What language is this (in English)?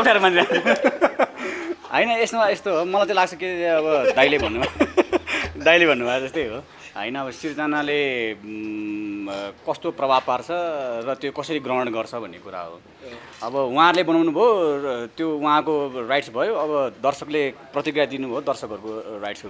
Nepali